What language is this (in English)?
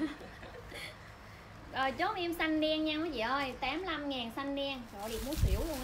Vietnamese